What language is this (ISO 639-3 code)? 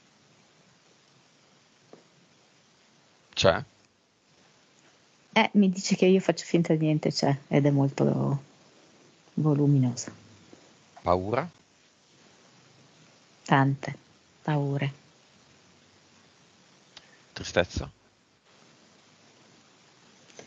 ita